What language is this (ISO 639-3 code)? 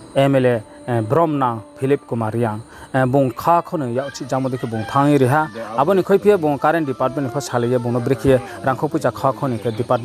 ria